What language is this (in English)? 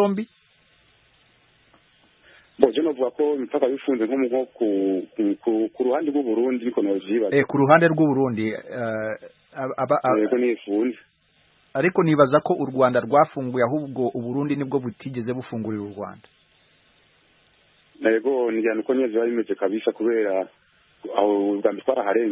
Kinyarwanda